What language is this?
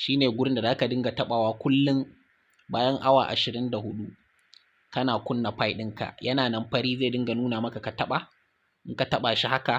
Hausa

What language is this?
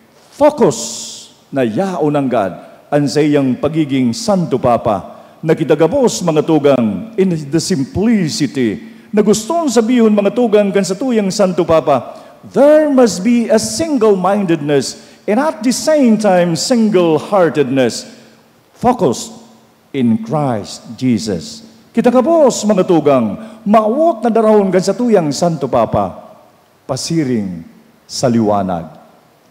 Bikol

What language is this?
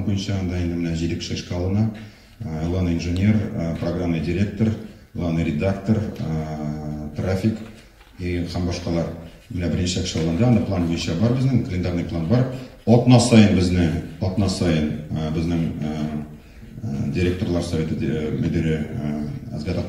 Tatar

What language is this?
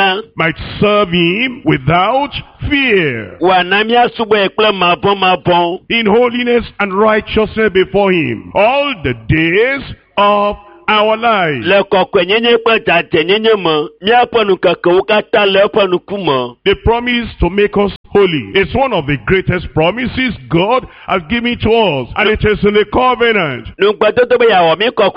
Ewe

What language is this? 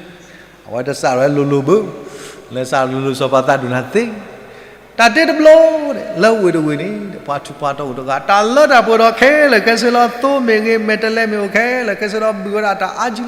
S'gaw Karen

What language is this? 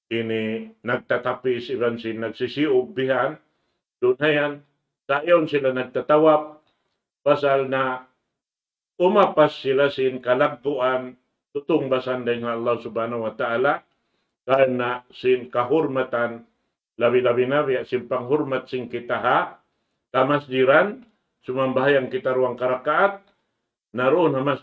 Tausug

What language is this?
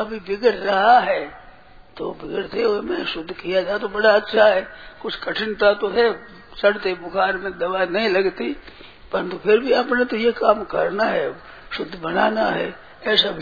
Hindi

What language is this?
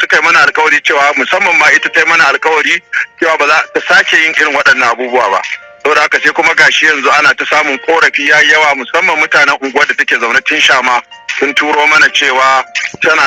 Hausa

